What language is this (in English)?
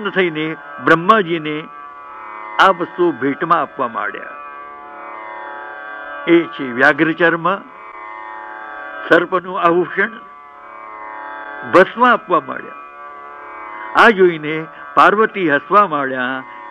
Gujarati